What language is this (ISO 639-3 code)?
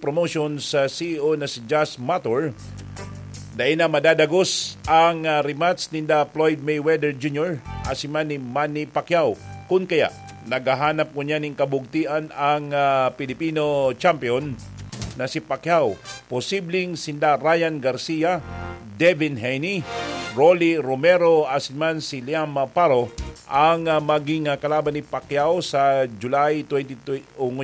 bik